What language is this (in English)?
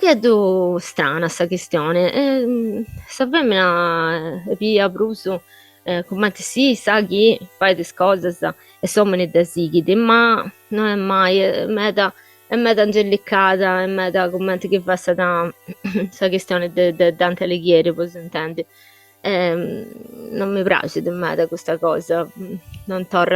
Sardinian